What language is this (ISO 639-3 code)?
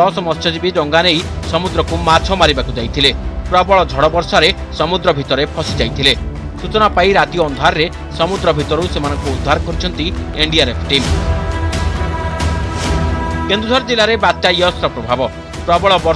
ori